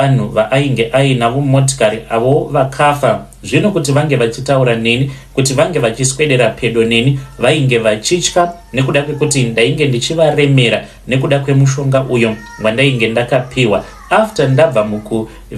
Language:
Shona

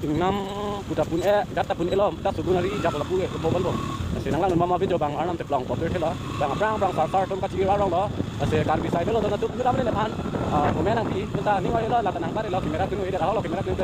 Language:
Karbi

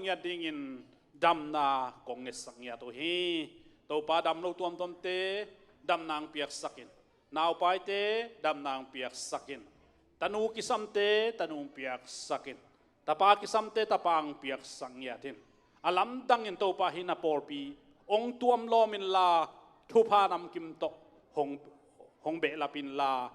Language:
Tedim Chin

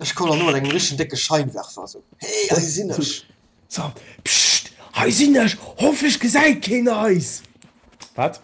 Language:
Luxembourgish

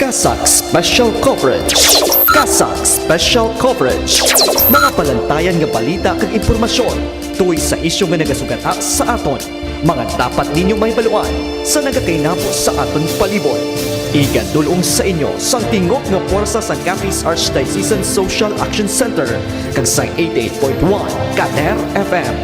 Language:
Hiligaynon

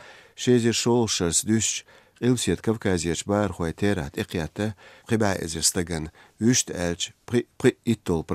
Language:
Chechen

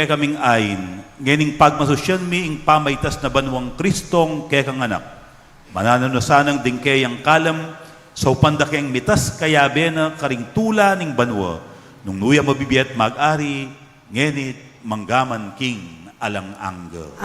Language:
Pampanga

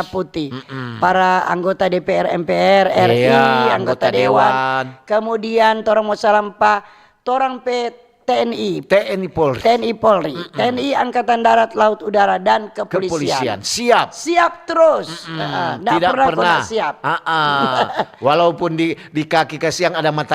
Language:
Manado Malay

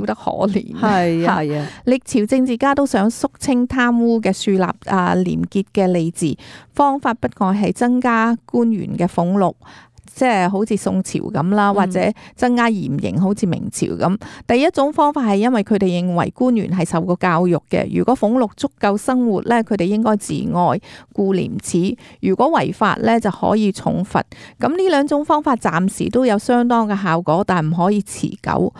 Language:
Cantonese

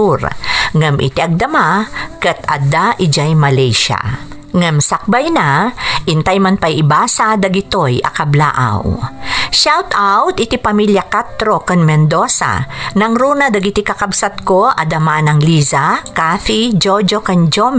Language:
Iloko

